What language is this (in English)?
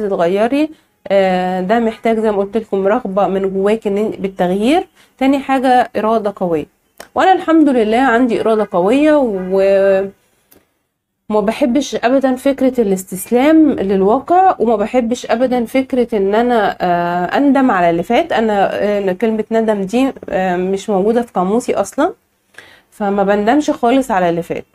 Egyptian Arabic